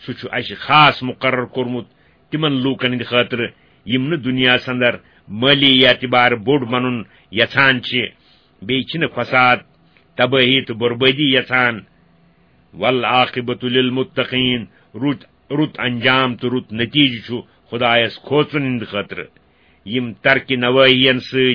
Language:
Kashmiri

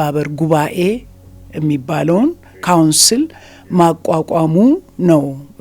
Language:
Amharic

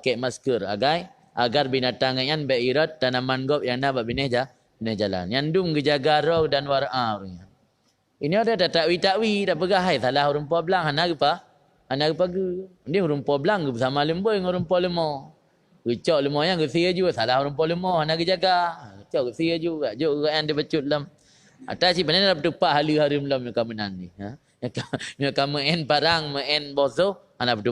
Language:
Achinese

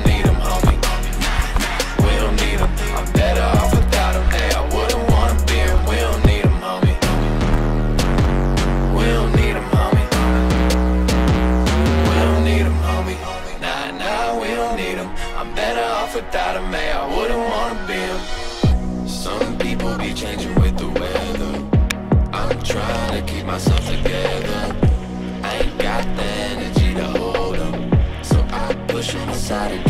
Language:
English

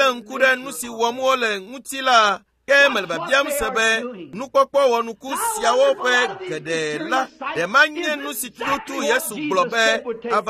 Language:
Ewe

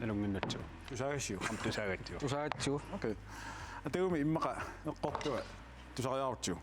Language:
Kalaallisut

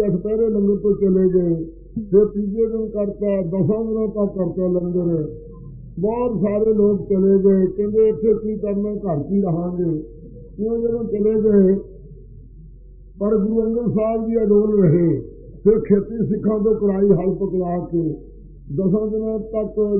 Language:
Punjabi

